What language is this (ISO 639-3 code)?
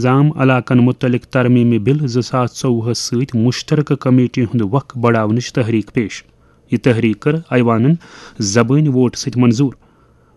kas